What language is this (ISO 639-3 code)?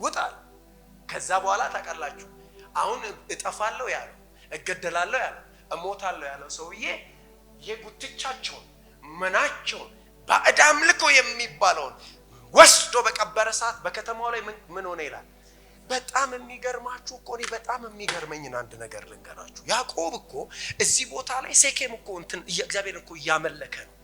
amh